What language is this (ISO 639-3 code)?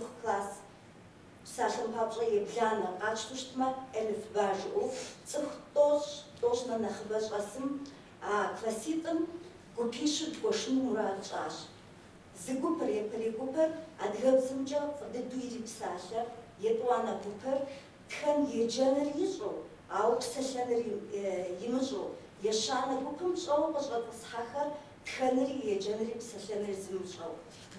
kbd